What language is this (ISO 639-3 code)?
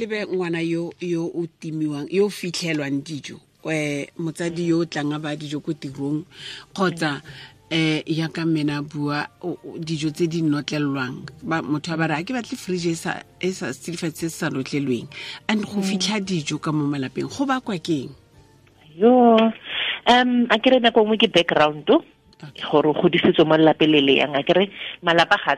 tsn